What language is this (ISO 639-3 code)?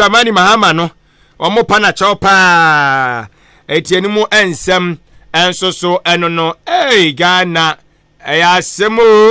aka